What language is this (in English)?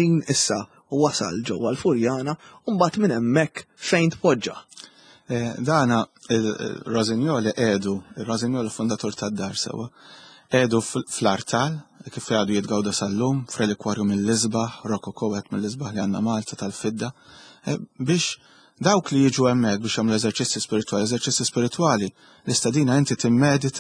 Maltese